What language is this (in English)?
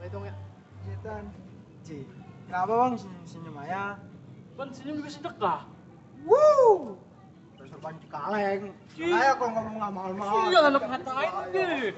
Betawi